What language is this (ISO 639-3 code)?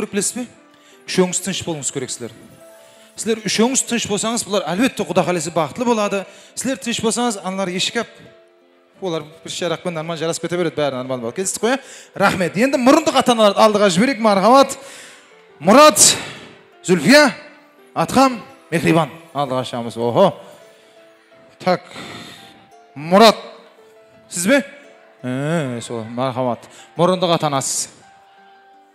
kaa